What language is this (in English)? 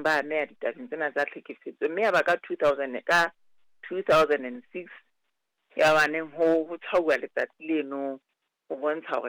Southern Sotho